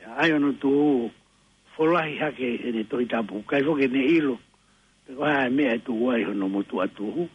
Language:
Tongan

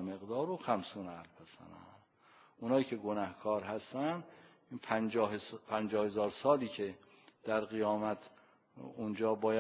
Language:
Persian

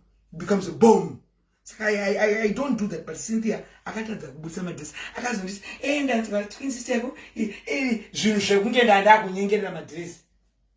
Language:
Shona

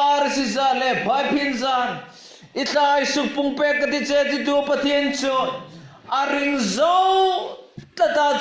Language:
Hmar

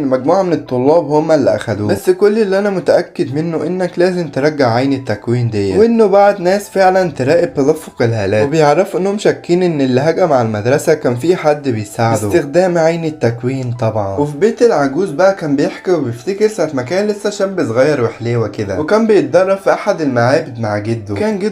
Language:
Egyptian Arabic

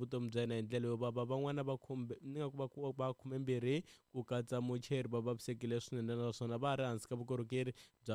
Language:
Tsonga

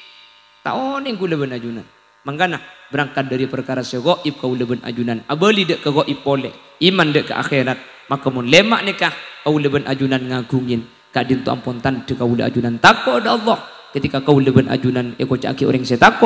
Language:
Madurese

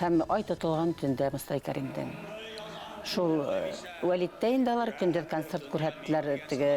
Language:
Bashkir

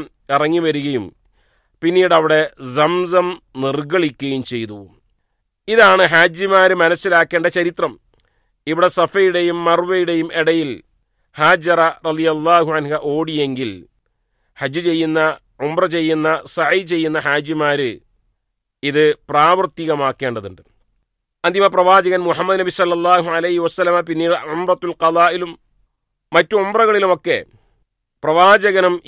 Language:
Malayalam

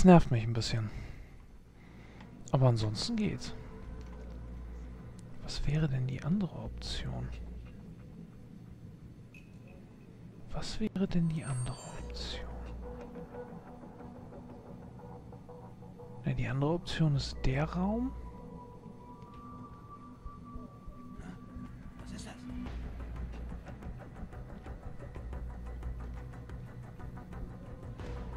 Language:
German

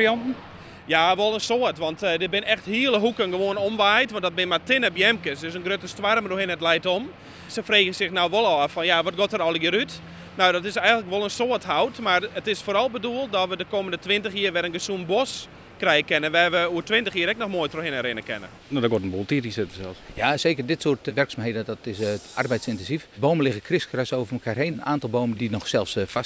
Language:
Western Frisian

